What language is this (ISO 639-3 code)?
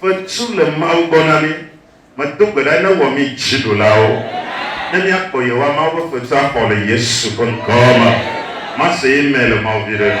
ewe